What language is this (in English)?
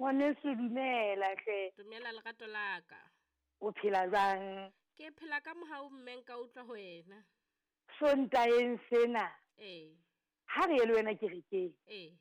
Southern Sotho